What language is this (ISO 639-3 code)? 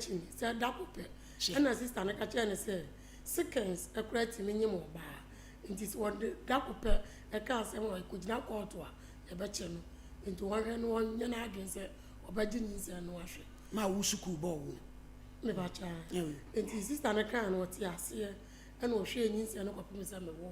aka